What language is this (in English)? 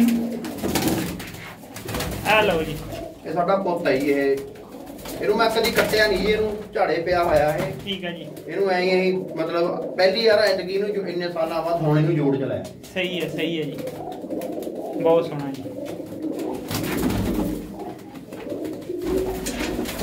Punjabi